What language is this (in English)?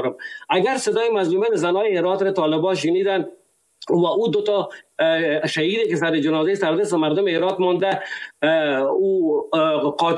Persian